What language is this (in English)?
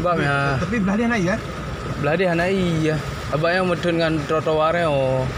Achinese